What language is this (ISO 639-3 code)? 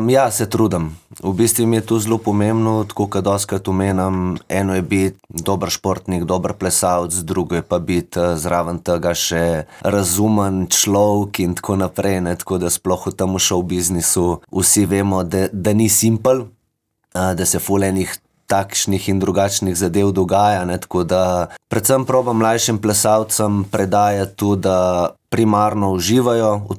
slv